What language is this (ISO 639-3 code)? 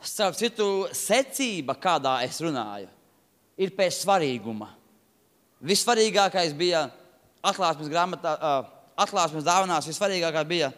lav